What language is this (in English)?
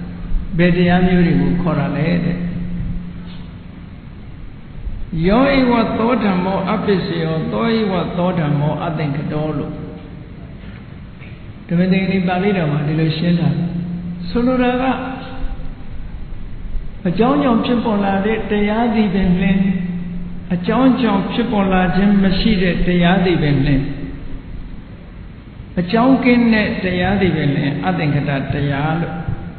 Burmese